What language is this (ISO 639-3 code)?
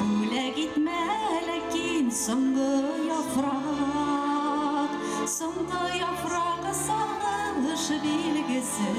tat